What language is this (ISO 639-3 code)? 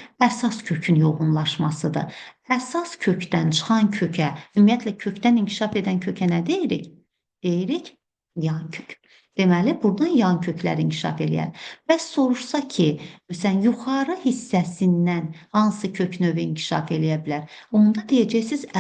aze